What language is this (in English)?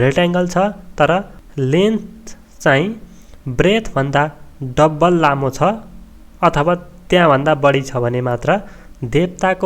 Nepali